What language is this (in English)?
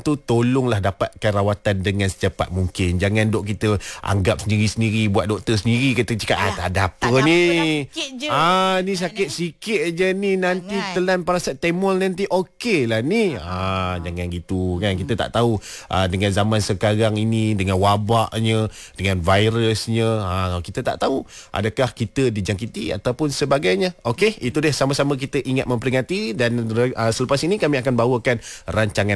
Malay